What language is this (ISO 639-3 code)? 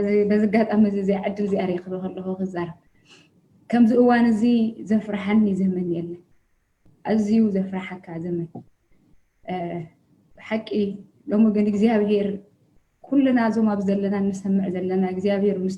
tir